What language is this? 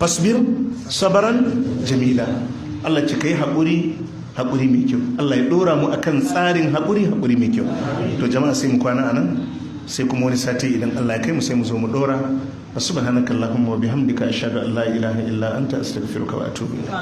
Hausa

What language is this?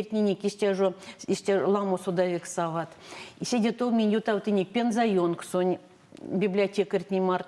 Erzya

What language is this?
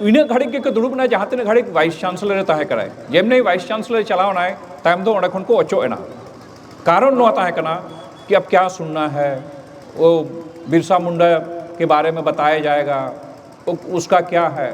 Santali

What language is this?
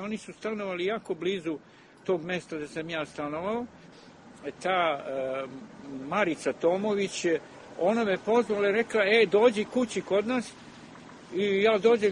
Serbian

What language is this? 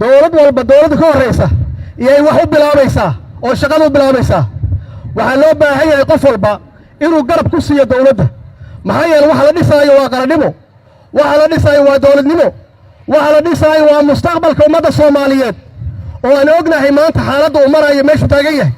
Somali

